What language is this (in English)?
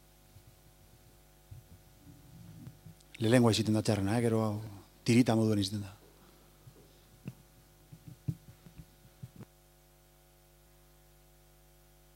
Basque